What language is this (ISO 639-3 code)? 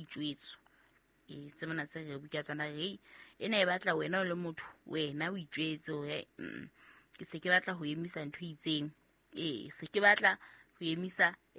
sot